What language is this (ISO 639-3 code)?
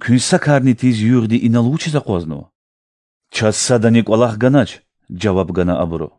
lez